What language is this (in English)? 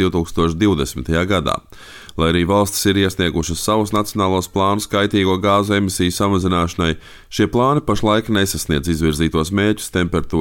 Latvian